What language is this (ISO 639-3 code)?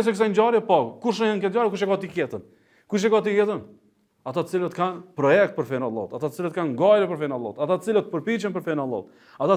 sqi